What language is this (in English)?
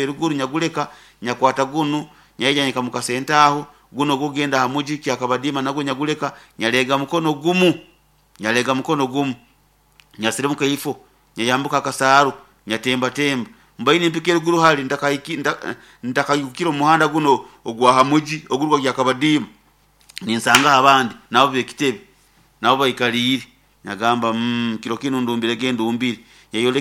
Nyoro